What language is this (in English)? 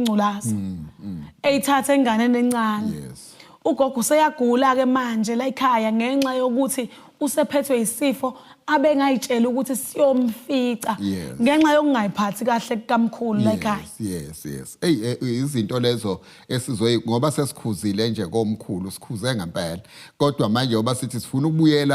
Zulu